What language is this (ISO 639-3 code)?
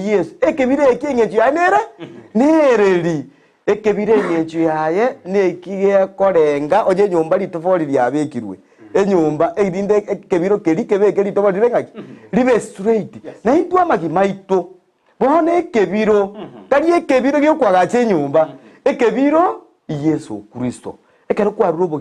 guz